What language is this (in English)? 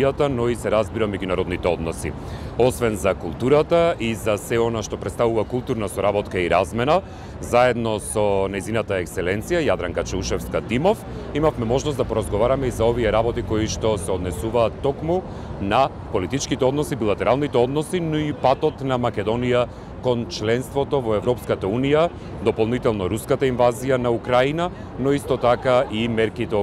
Macedonian